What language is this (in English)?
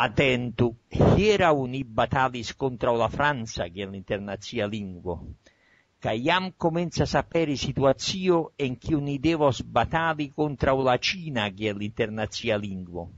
Esperanto